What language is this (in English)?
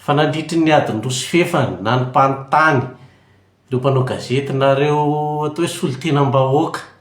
Malagasy